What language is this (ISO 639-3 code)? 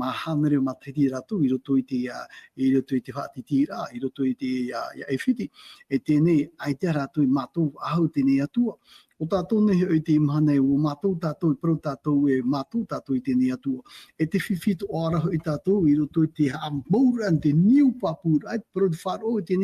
tah